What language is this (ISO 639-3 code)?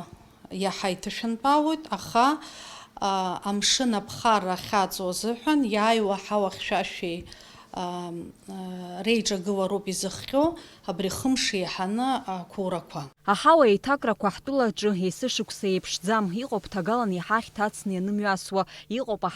abk